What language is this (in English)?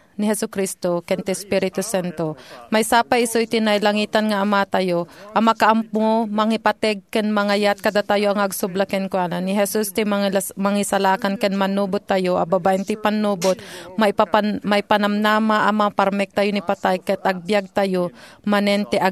Iloko